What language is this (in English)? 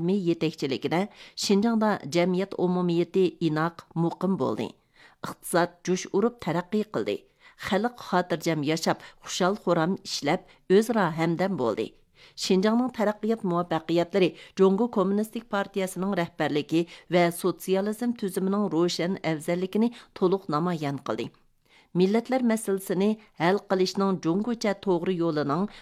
Uyghur